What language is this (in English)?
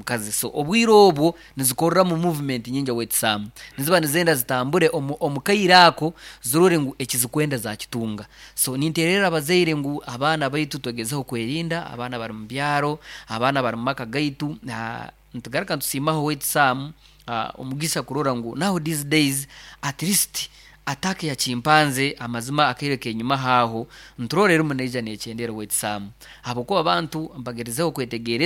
Nyoro